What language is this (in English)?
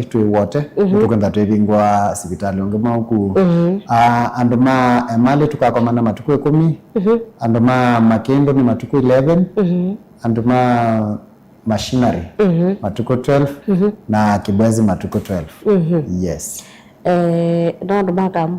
Kamba